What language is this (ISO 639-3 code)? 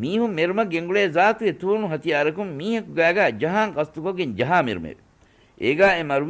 div